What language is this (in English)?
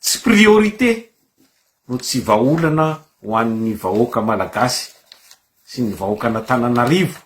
Malagasy